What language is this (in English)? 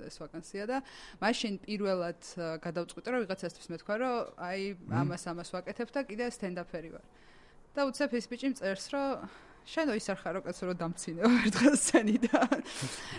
Georgian